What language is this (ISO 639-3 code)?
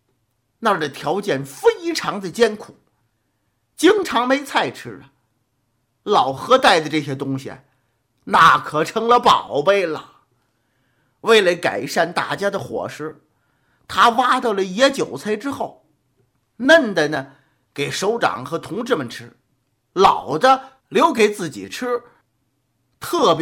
zho